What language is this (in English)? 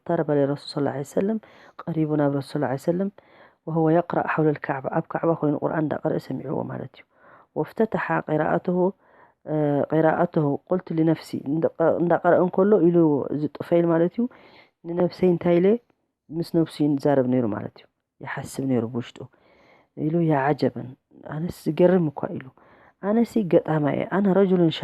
Tigrinya